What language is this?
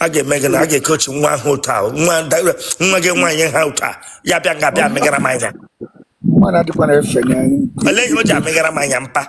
Igbo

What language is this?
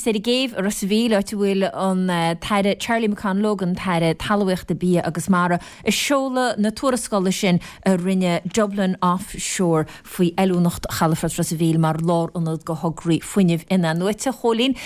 Irish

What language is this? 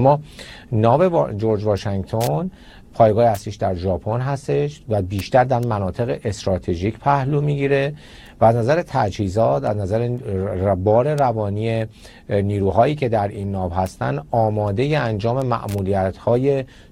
Persian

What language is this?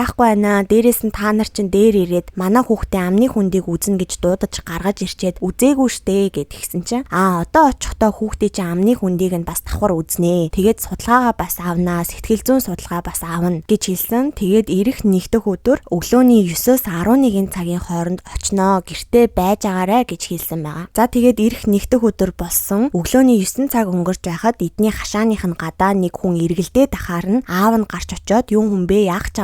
Mongolian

